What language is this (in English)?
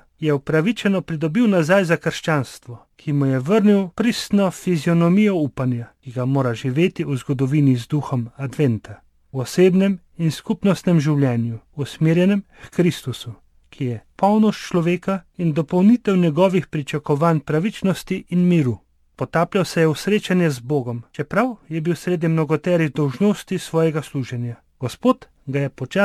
Slovenian